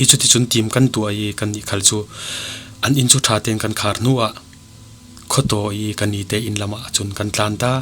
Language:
Falam Chin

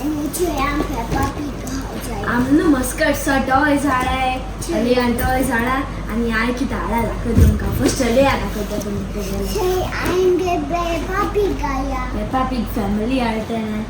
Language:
Konkani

